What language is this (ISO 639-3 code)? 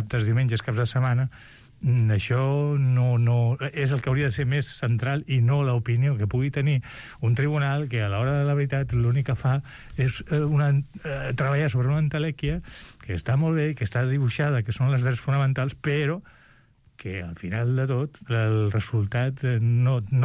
cat